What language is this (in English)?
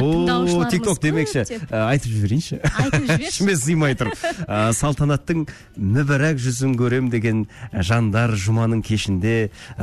Kazakh